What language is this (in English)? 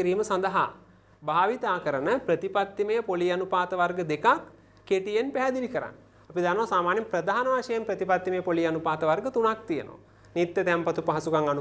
Sinhala